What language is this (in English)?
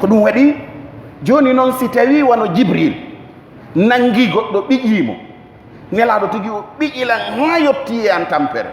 Pular